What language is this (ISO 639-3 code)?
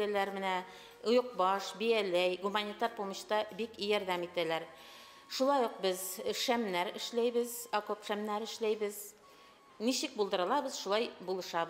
bak